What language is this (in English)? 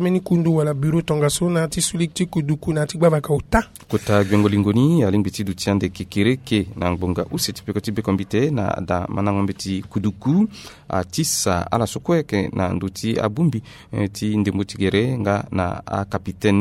Sango